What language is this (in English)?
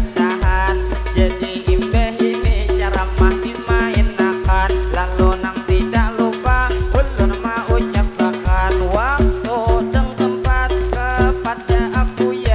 Banjar